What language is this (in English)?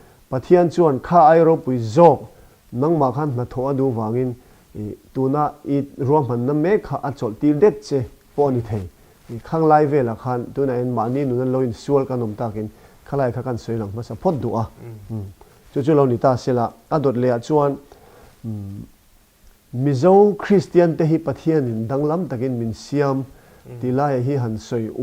Mizo